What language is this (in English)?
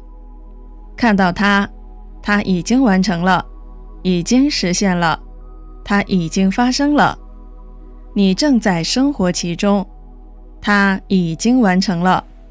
Chinese